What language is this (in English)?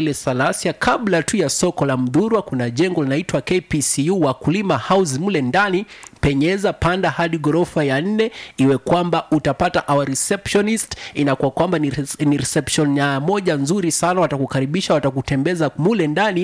Swahili